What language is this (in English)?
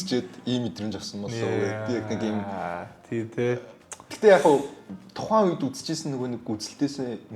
Mongolian